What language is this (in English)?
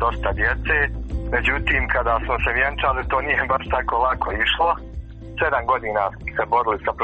Croatian